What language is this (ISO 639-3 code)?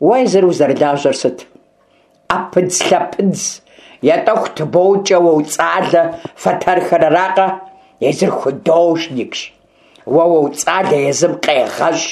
kbd